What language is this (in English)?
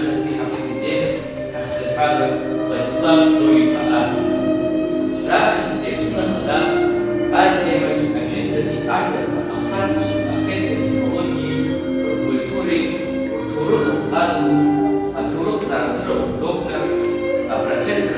Abkhazian